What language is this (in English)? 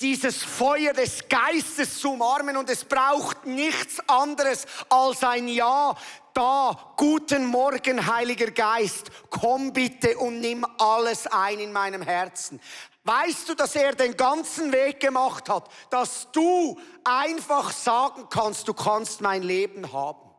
Swiss German